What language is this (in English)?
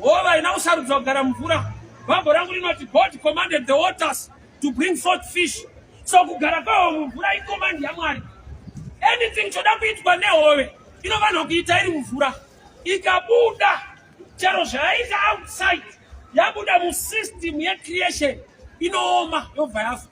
Shona